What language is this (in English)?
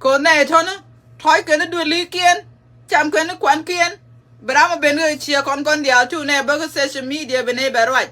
Nuer